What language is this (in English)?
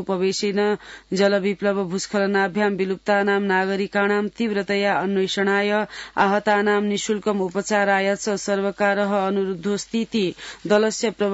Sanskrit